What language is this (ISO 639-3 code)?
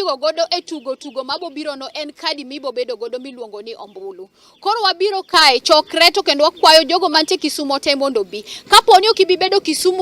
luo